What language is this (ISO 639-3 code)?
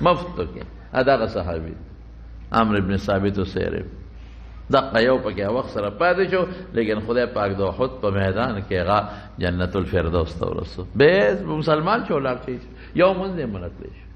pus